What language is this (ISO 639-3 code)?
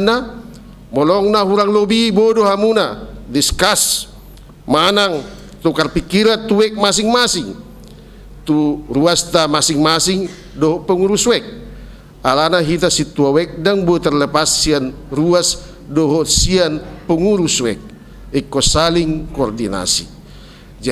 bbc